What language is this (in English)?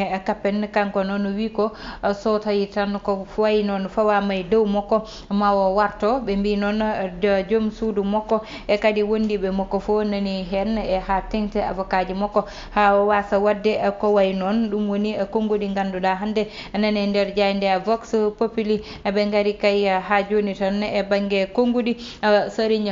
Fula